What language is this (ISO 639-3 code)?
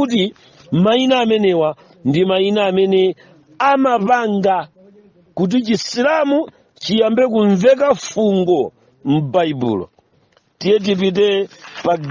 nya